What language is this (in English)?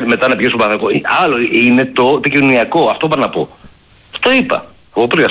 Greek